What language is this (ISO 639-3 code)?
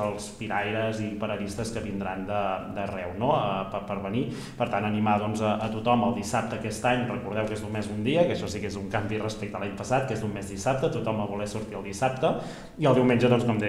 cat